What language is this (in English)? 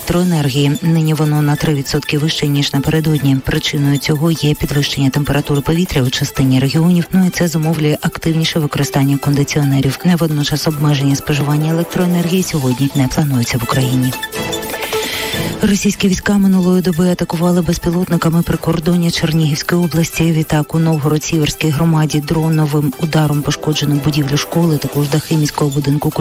Ukrainian